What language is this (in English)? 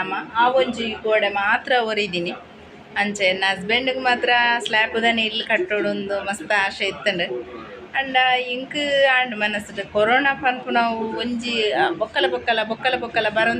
Tulu